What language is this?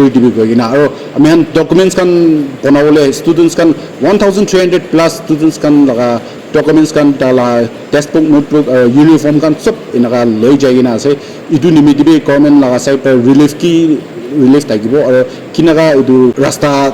Naga Pidgin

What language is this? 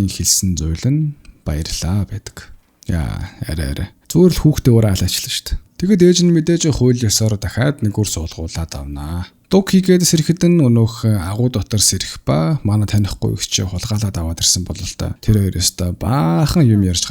Mongolian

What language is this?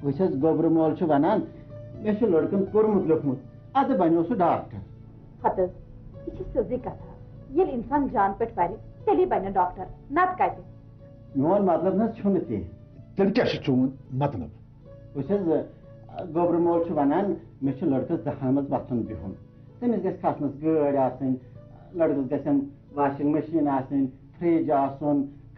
Kashmiri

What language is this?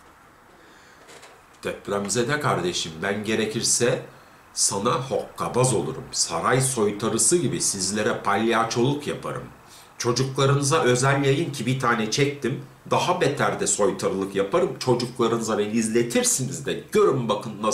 Turkish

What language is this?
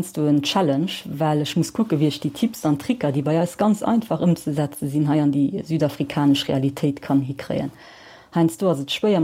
Luxembourgish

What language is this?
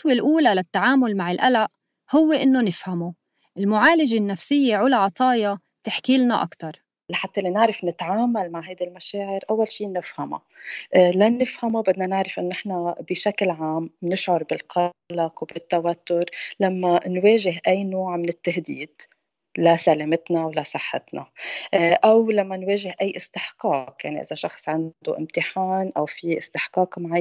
North Levantine Arabic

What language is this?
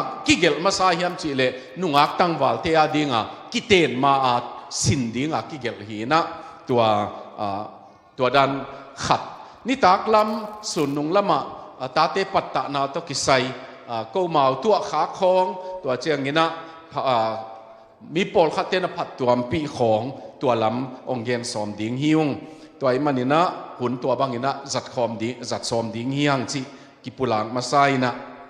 Tedim Chin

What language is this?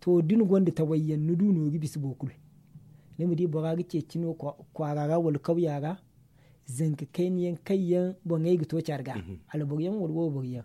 Zarma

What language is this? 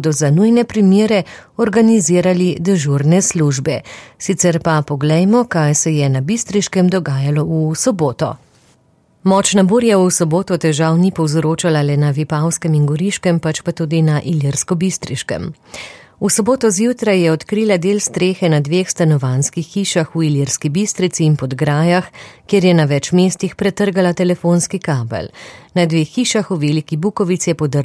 Slovenian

